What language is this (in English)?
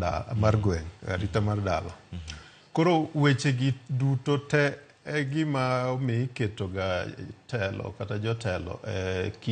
Luo (Kenya and Tanzania)